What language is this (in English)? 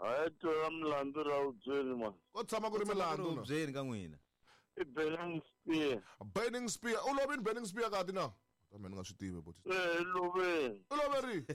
Tsonga